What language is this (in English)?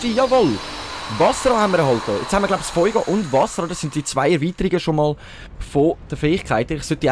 Swiss German